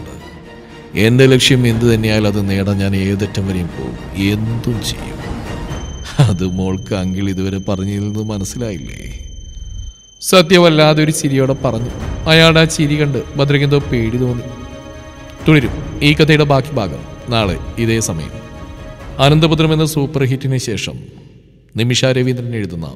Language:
Malayalam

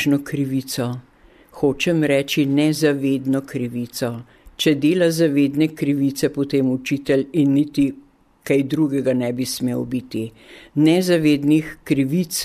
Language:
Slovenian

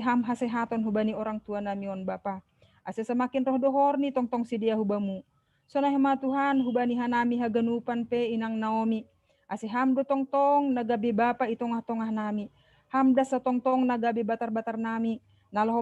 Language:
Batak Simalungun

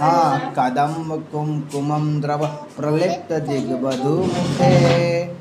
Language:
Sanskrit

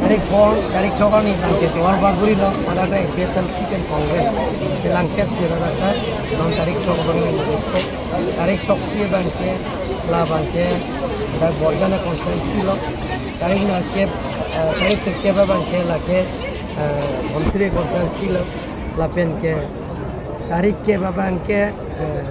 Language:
Karbi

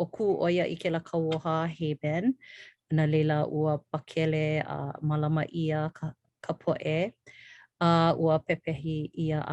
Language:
Hawaiian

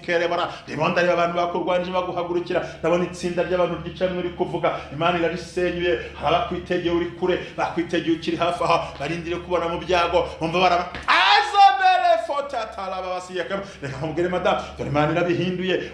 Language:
Kinyarwanda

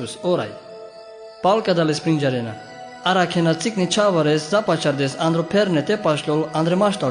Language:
Carpathian Romani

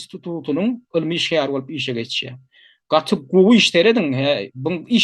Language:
Turkmen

